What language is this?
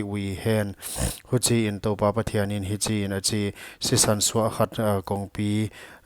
Paite Chin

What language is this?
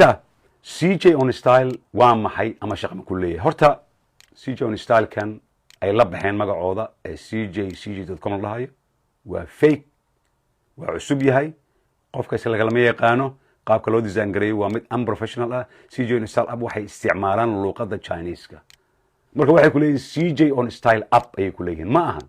Somali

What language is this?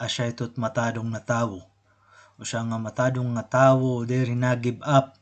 Waray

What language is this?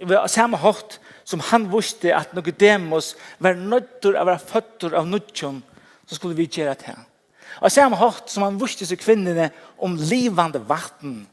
Faroese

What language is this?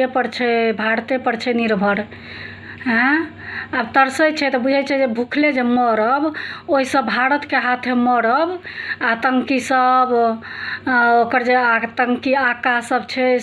Maithili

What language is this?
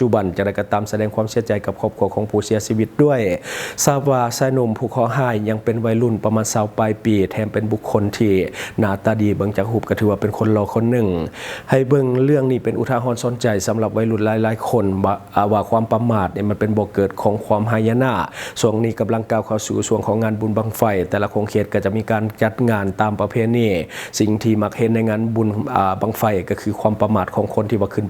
Lao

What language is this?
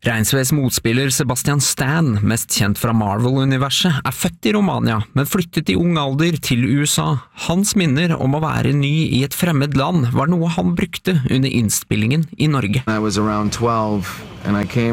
Norwegian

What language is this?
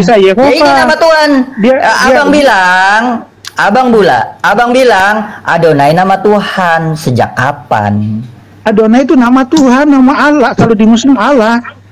Indonesian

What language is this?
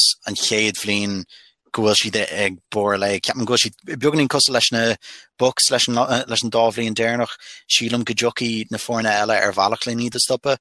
Irish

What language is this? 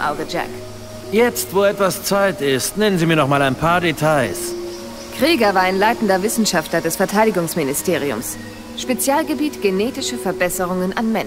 Bavarian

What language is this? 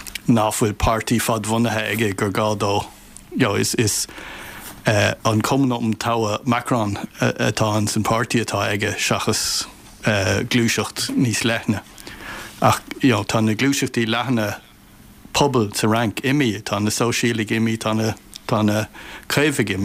Irish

